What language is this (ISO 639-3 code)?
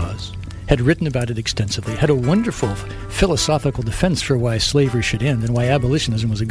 eng